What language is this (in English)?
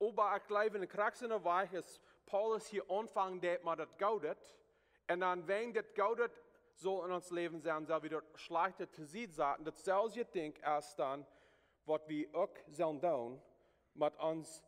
Plautdietsch